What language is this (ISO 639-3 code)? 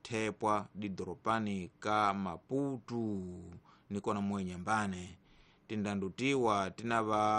tso